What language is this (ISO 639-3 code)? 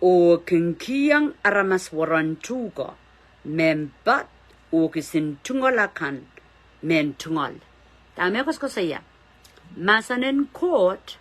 pon